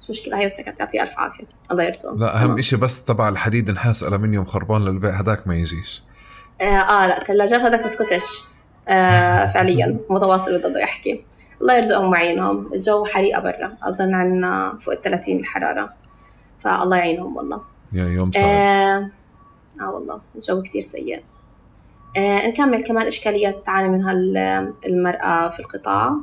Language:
North Levantine Arabic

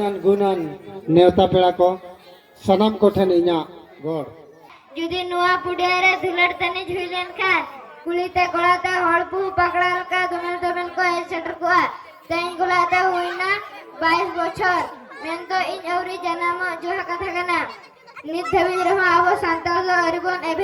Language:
Santali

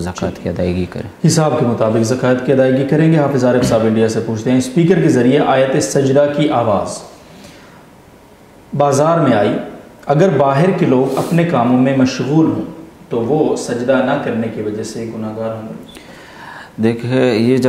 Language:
Urdu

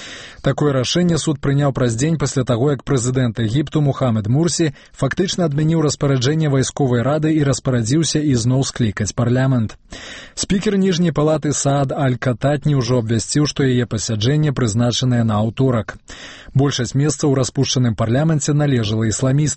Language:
Belarusian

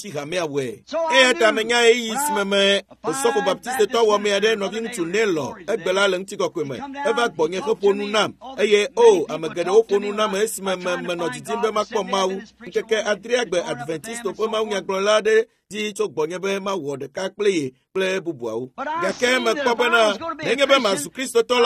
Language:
Ewe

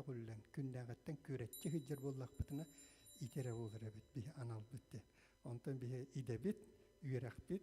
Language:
Yakut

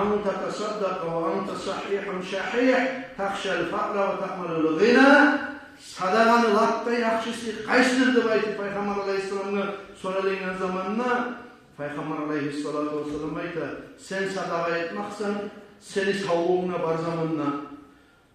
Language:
Kumyk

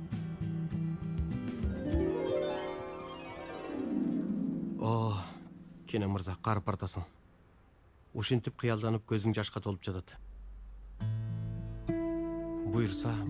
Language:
Kyrgyz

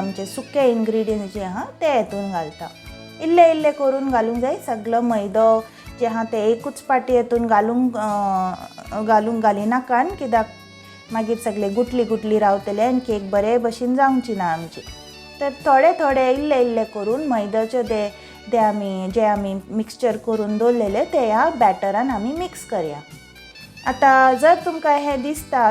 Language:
Konkani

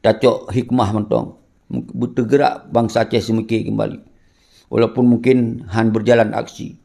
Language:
Achinese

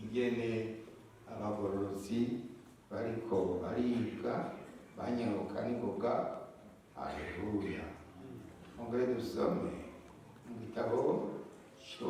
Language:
Rundi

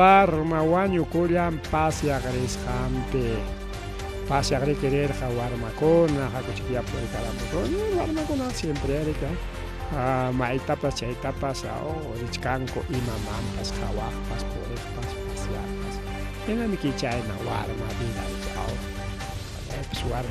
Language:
Ayacucho Quechua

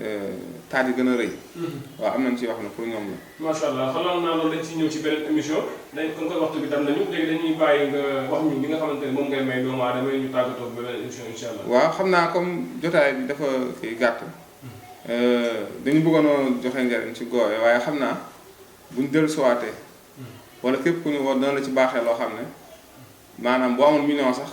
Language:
Wolof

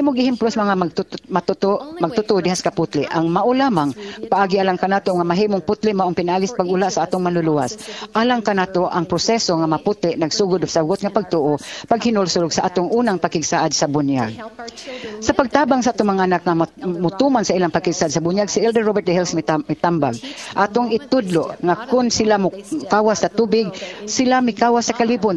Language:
Cebuano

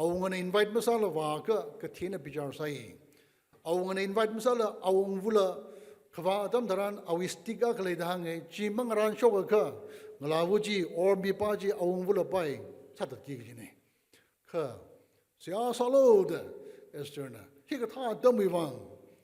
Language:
Tangkhul Naga (India)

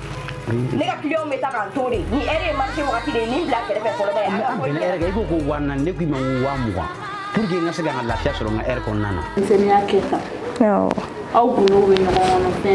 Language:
Bambara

